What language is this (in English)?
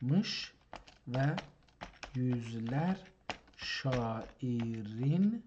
South Azerbaijani